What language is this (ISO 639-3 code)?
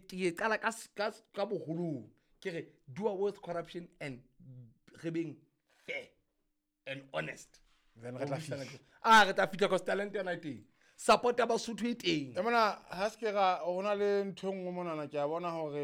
sot